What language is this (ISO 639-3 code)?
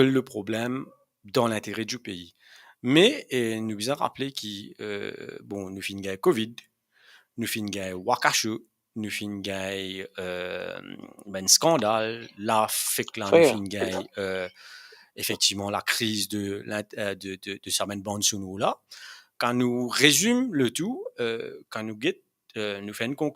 mfe